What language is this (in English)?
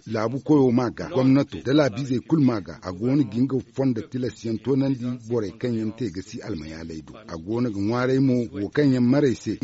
Zarma